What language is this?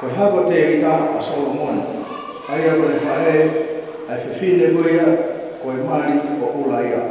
Tongan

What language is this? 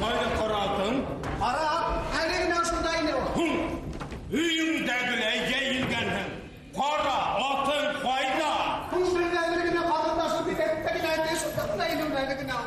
Bashkir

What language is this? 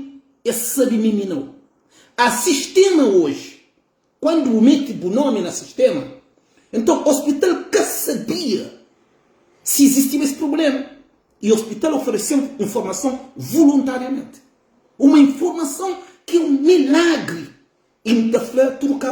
Kabuverdianu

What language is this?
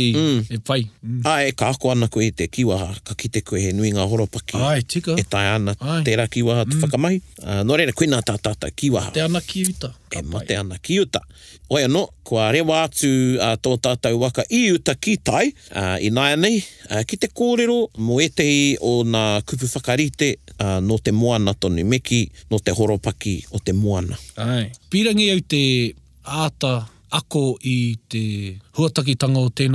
Māori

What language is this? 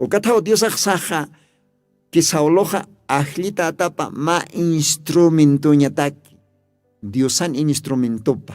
Aymara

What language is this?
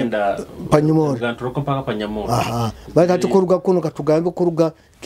Nyoro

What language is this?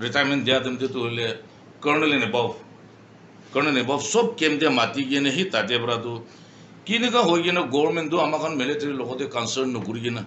Naga Pidgin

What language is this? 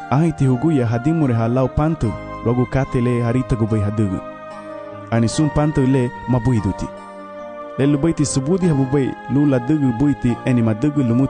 Garifuna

